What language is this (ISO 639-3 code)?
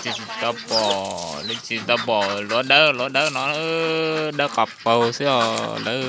hmn